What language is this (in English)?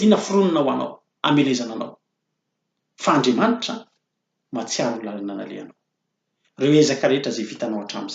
Malagasy